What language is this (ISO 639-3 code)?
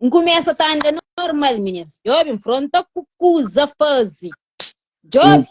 kea